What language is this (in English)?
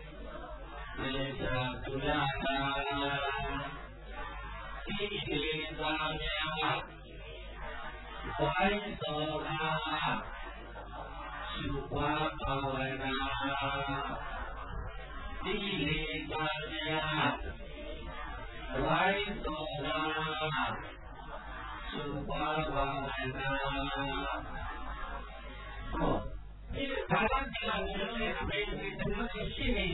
Burmese